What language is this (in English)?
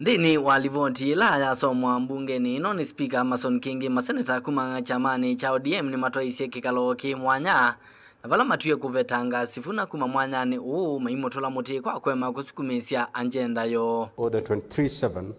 Kamba